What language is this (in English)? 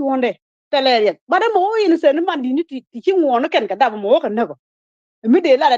Nuer